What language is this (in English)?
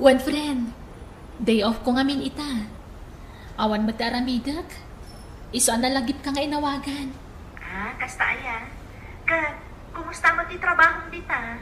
Iloko